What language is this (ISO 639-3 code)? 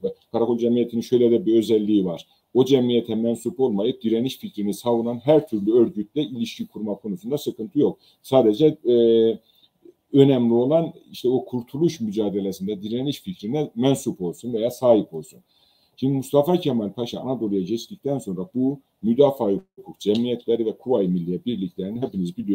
tur